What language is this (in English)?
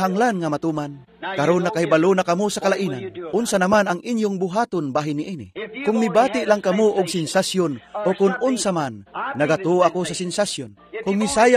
Cebuano